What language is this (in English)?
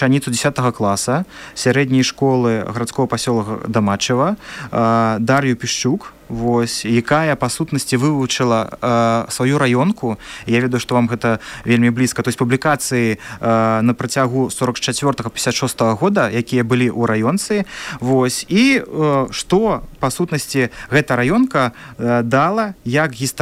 Belarusian